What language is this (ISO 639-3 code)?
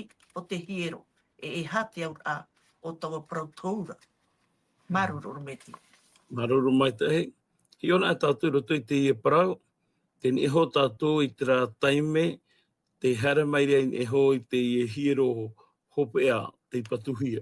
tah